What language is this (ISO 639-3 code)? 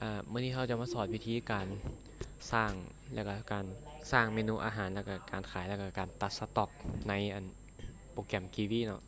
lao